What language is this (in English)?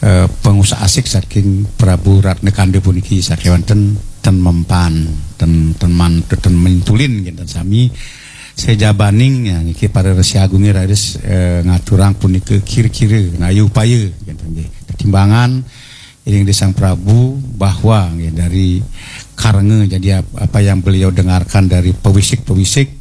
Balinese